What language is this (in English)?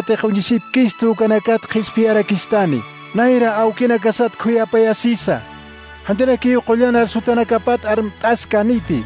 Aymara